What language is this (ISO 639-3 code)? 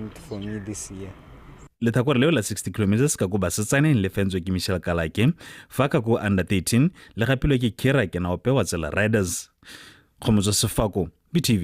tsn